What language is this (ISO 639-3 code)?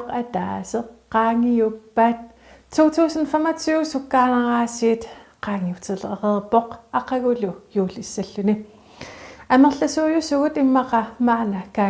kal